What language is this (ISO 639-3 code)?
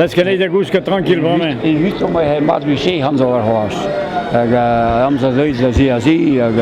bre